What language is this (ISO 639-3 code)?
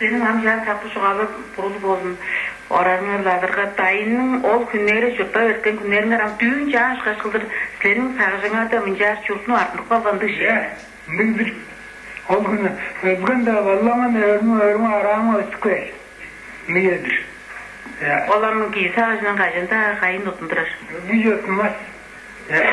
tyv